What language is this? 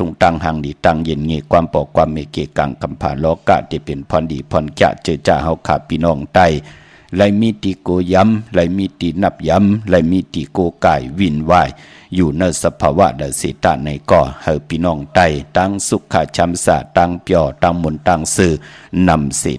Shan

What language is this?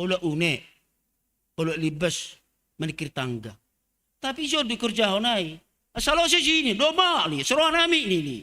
Batak Simalungun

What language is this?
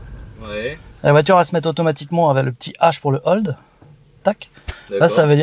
French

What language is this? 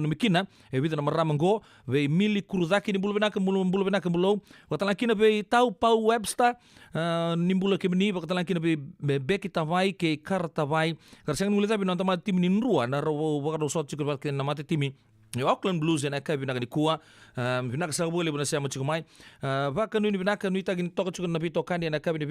Fijian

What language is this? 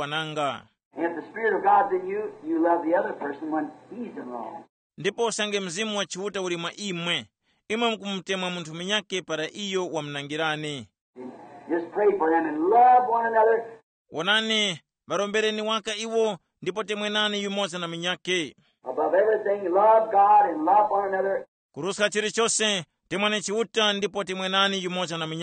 Tumbuka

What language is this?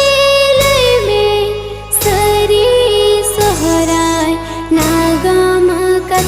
Santali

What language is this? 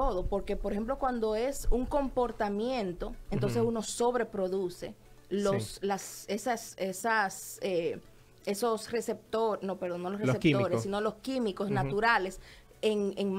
Spanish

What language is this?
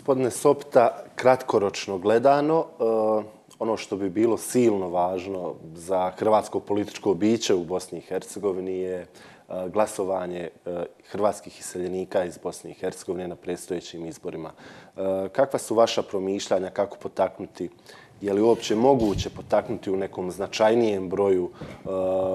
Croatian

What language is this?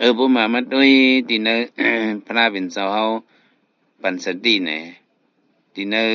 Shan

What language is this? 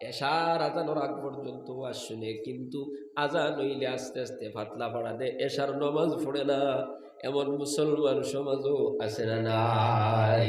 Sylheti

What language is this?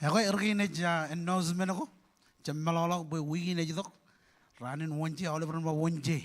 Marshallese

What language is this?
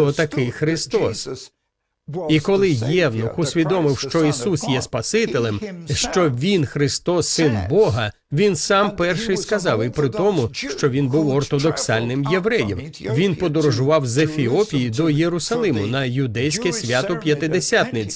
Ukrainian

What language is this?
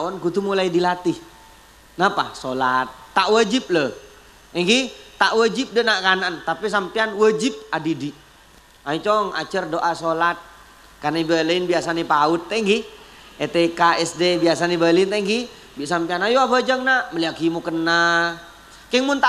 Madurese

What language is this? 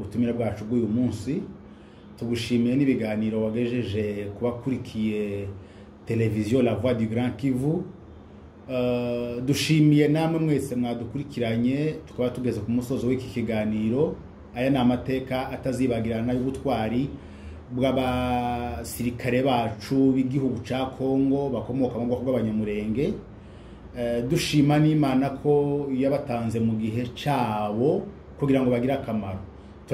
Kinyarwanda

